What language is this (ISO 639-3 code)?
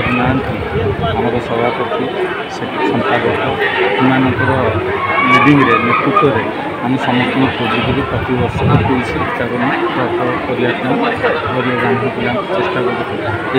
ori